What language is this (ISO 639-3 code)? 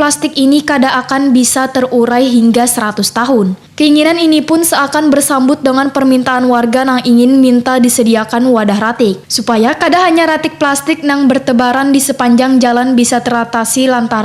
bjn